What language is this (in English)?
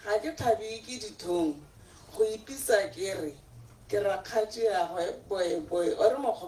Tswana